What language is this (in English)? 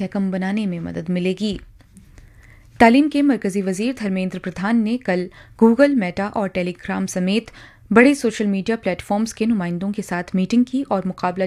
Urdu